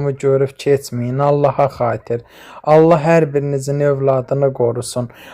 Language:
Azerbaijani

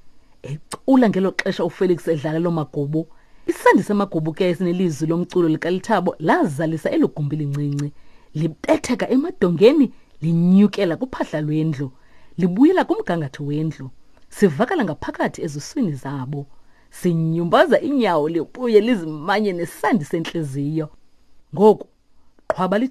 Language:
Xhosa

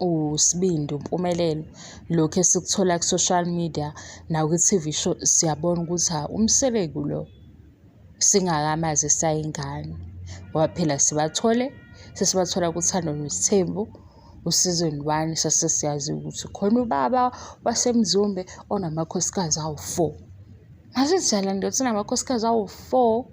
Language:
Zulu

